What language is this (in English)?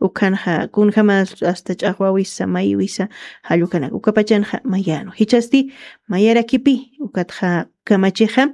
Aymara